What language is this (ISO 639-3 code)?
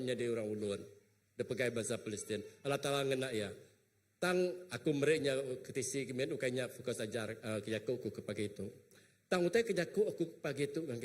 iba